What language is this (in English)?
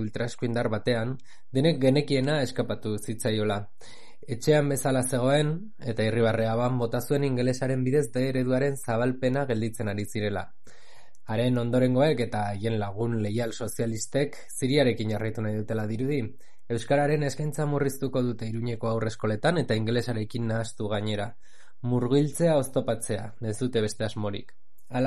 Basque